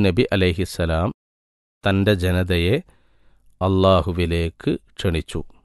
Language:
Malayalam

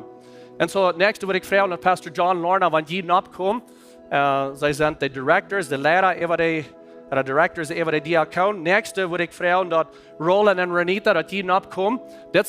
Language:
Plautdietsch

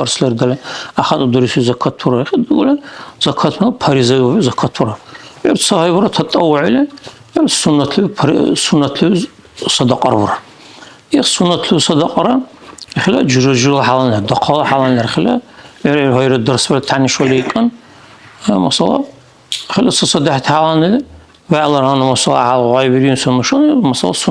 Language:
Dargwa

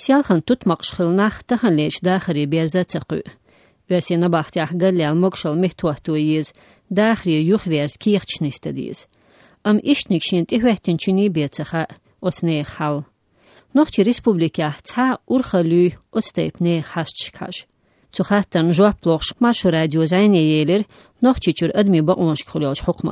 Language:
Chechen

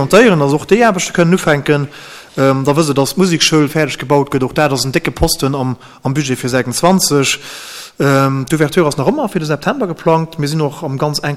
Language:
Luxembourgish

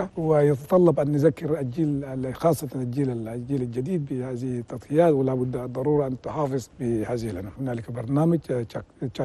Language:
Chadian Arabic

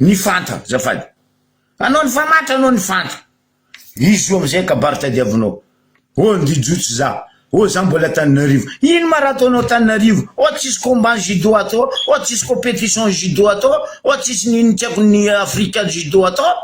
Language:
Malagasy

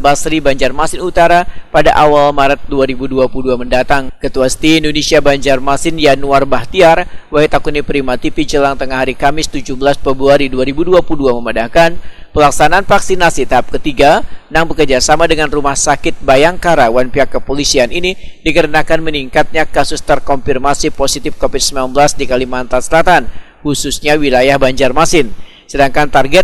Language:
Banjar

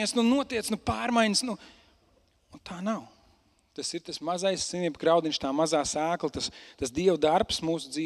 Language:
Latvian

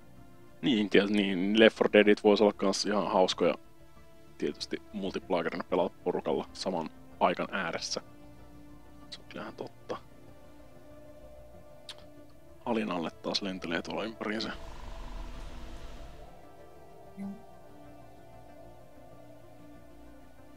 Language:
Finnish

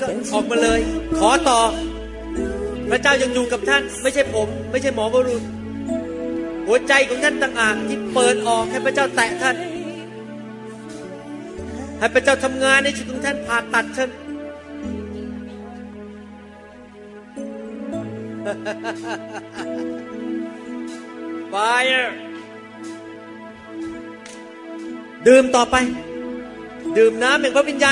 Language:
Thai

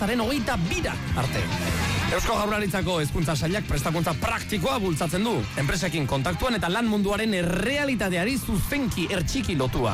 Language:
Basque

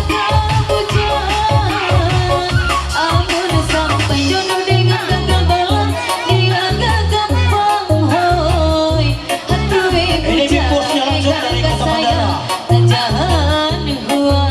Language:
Ma'anyan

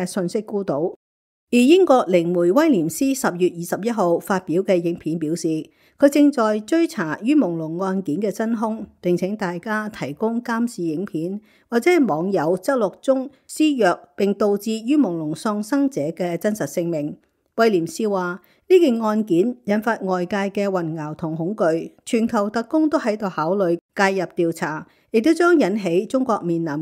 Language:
Cantonese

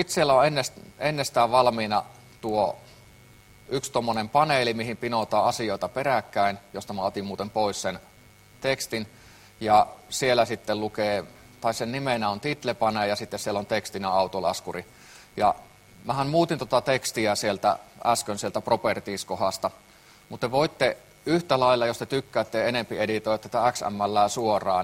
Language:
Finnish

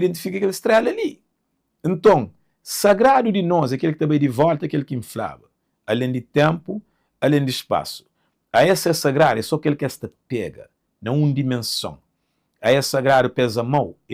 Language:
Kabuverdianu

